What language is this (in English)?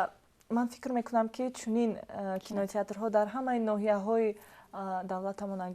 Tajik